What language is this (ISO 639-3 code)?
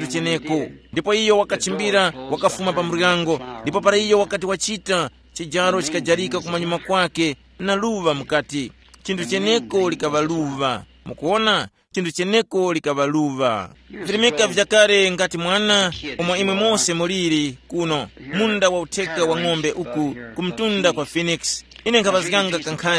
tum